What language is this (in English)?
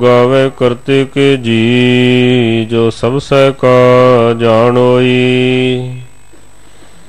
Punjabi